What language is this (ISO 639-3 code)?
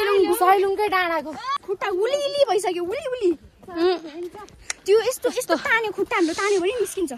nep